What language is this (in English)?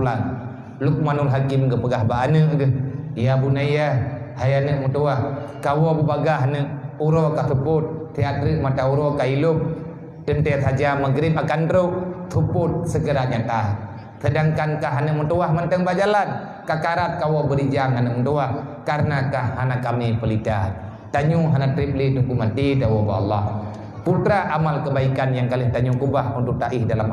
Achinese